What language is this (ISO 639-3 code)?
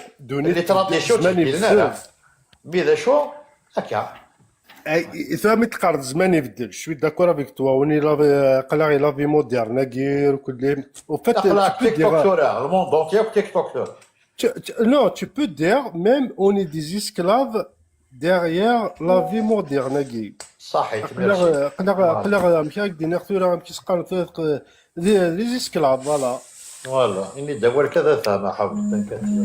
kab